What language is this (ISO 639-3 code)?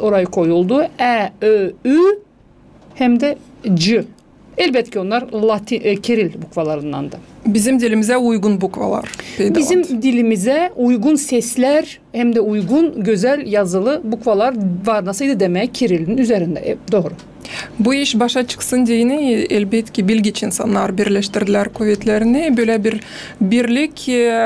gag